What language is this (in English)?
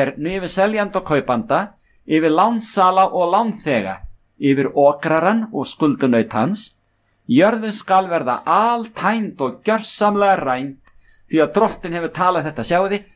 Icelandic